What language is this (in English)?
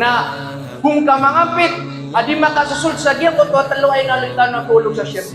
Maranao